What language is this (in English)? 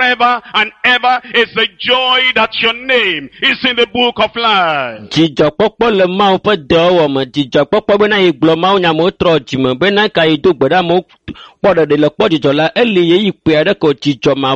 Ewe